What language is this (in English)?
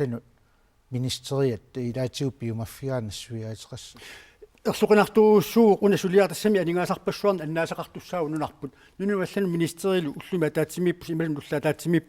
Kalaallisut